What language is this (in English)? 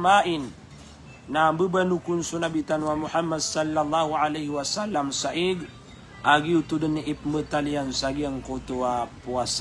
Maranao